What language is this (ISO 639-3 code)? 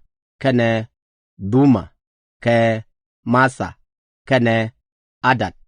nus